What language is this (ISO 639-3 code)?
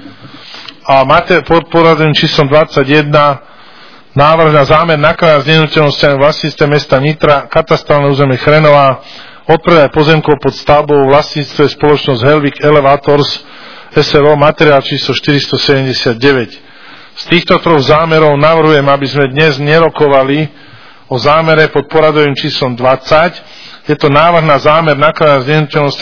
slk